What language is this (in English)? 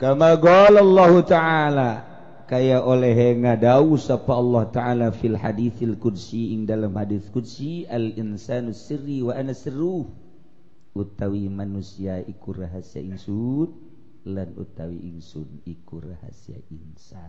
Sundanese